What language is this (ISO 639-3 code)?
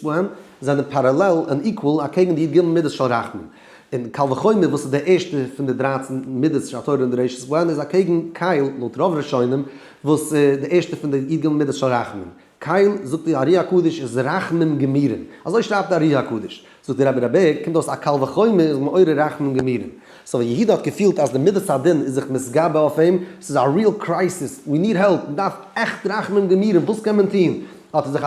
yid